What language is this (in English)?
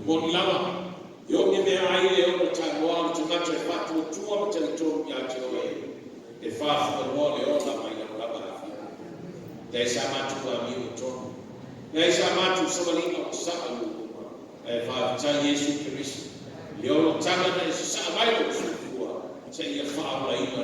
Samoan